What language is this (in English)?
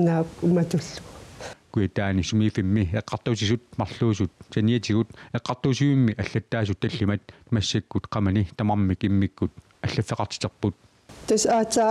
Kalaallisut